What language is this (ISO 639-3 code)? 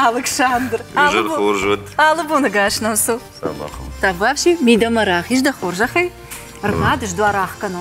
oss